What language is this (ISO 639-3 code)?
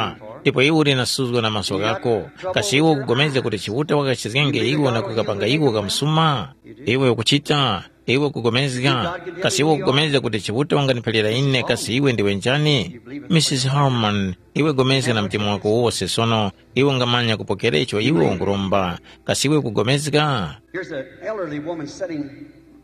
tum